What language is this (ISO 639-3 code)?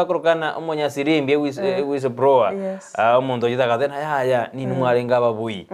guz